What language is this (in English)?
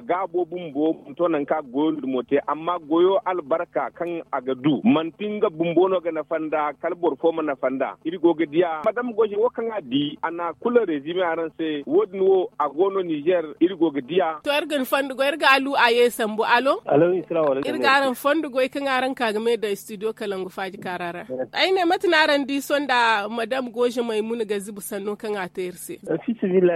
Zarma